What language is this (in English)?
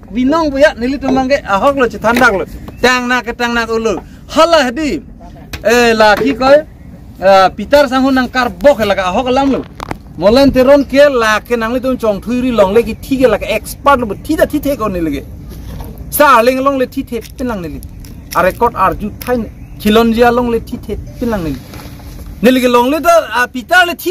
Karbi